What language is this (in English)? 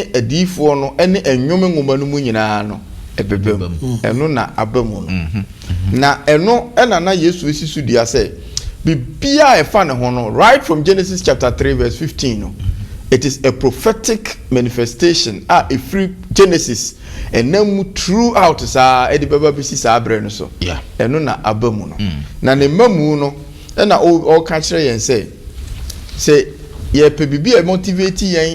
Akan